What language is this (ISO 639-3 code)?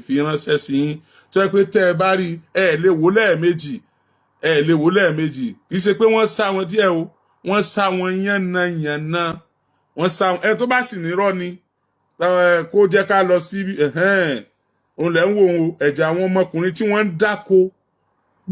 yor